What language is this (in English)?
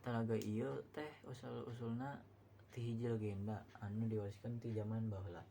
Sundanese